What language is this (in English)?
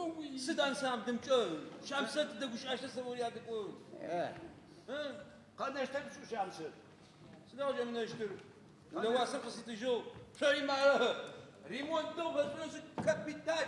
Adyghe